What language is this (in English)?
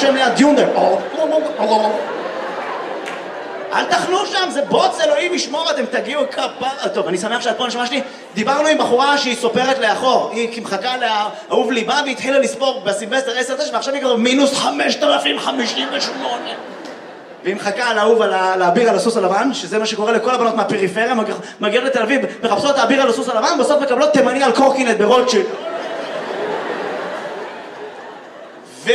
Hebrew